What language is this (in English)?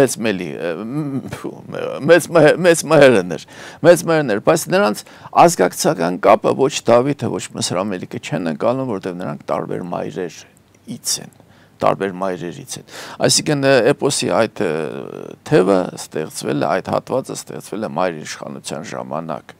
Armenian